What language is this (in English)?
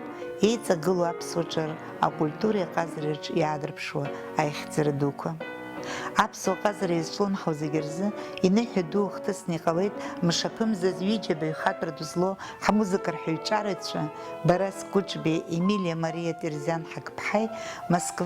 Abkhazian